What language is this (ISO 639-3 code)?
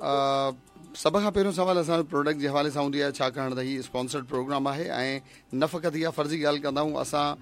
snd